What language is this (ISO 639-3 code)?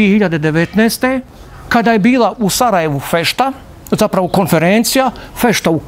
bos